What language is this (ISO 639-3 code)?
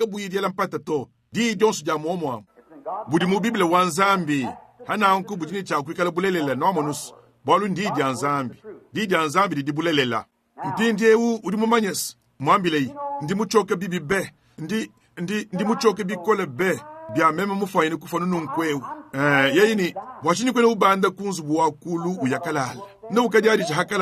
lua